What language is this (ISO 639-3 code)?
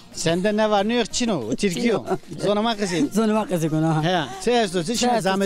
zza